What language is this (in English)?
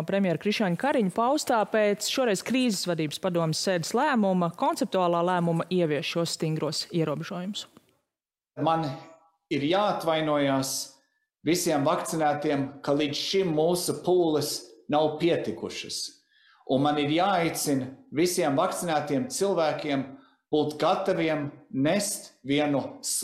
Latvian